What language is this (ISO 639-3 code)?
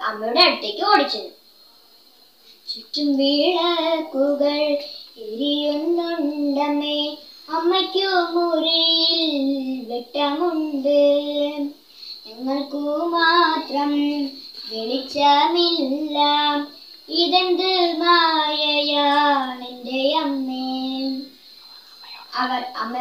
mal